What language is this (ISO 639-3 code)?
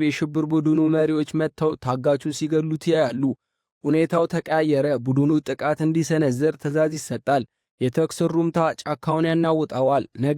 amh